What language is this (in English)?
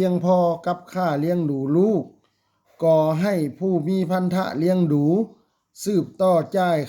Lao